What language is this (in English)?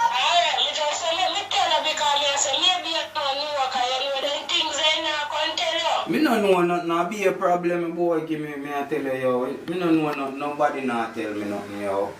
Jamaican Creole English